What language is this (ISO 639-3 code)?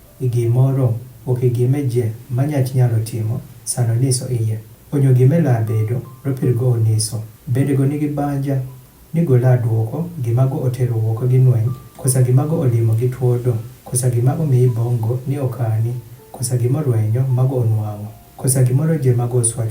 adh